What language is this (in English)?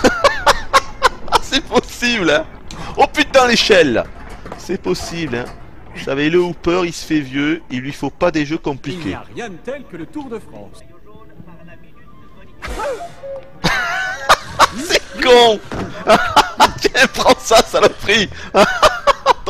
French